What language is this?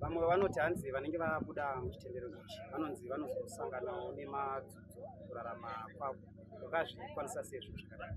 Shona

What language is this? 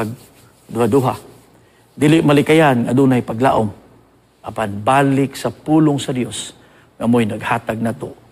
Cebuano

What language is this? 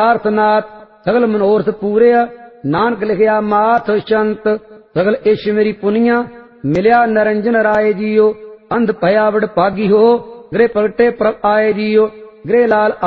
Punjabi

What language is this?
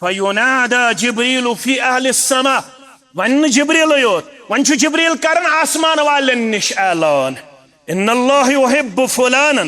Kashmiri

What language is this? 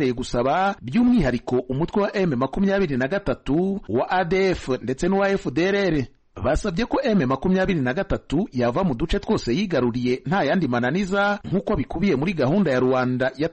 Kinyarwanda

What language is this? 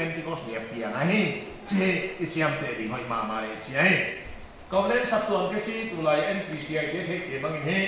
Paite Chin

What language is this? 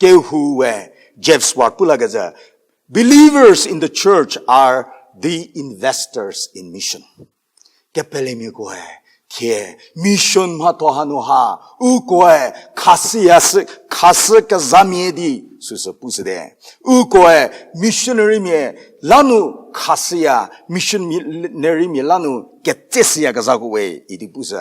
Angami Naga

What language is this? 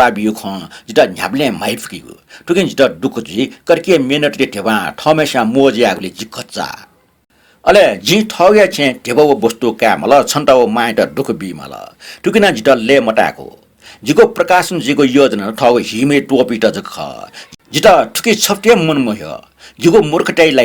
Newari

